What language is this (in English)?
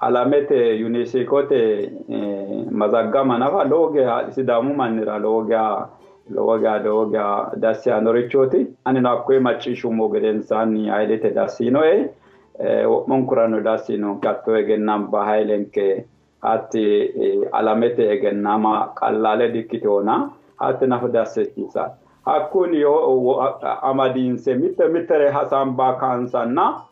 Sidamo